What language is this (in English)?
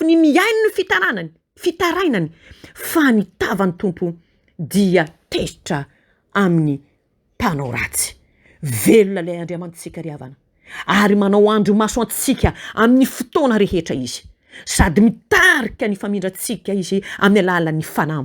Malagasy